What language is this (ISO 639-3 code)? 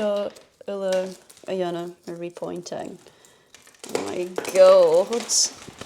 gla